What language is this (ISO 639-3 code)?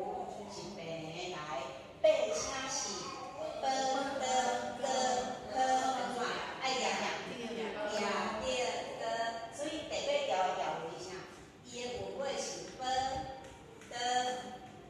nan